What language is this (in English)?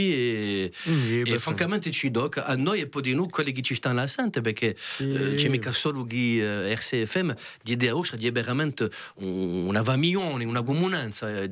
Corsican